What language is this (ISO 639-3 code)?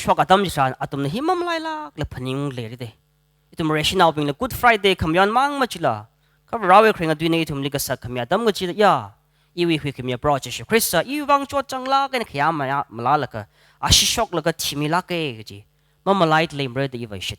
nmf